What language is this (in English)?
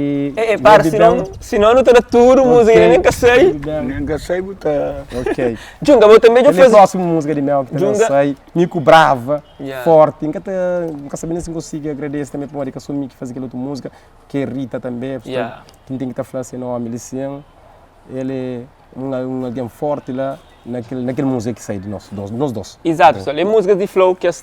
Kabuverdianu